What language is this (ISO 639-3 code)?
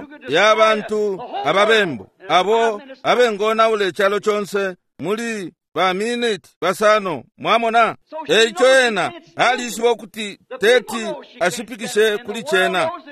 bem